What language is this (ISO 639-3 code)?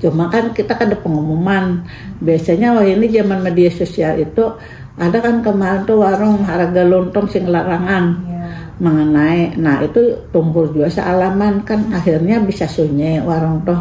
bjn